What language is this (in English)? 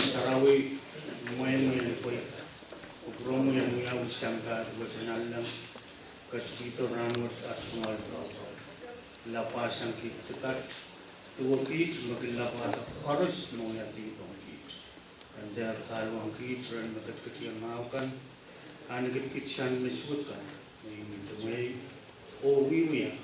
Pohnpeian